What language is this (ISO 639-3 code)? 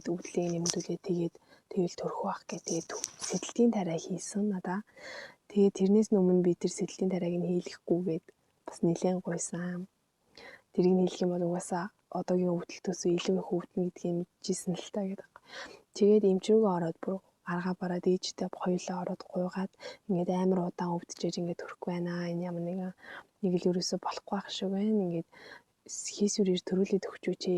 mon